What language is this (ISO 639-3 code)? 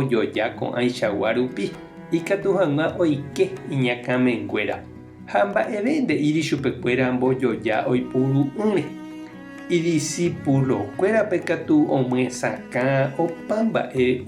grn